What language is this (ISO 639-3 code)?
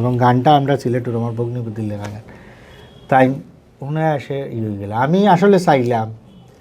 syl